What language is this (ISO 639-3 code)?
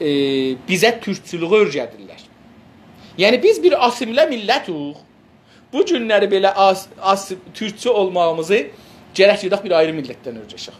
azb